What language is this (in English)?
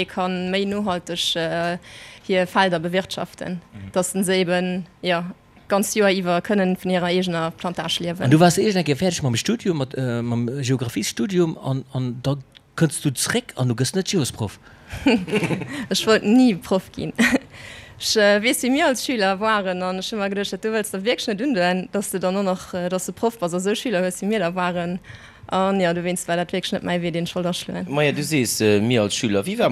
Luxembourgish